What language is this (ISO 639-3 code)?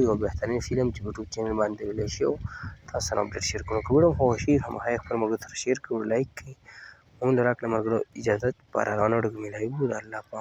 pus